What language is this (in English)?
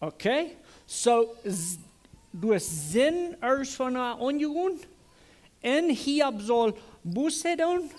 Plautdietsch